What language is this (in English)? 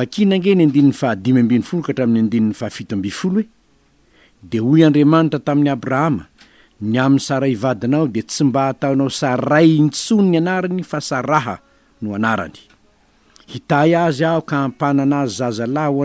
Malagasy